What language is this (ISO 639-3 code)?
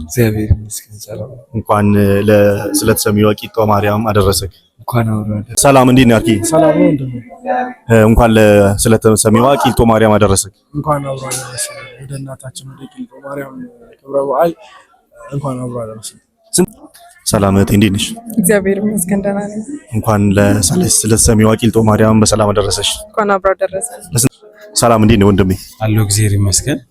amh